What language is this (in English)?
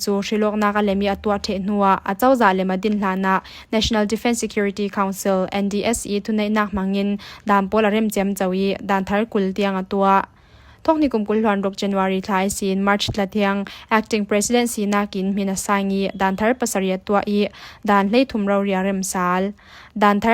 Falam Chin